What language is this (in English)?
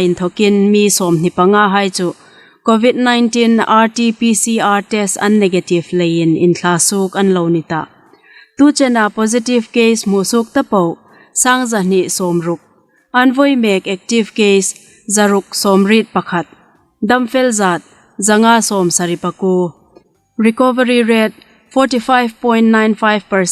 Hmar